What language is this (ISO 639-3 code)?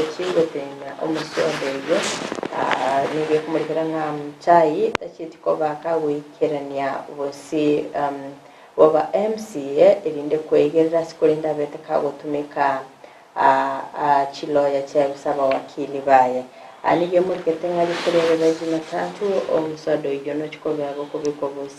guz